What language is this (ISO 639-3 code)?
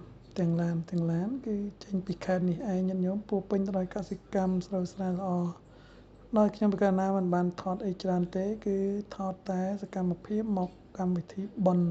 khm